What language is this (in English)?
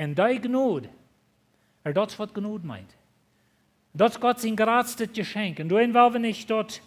Plautdietsch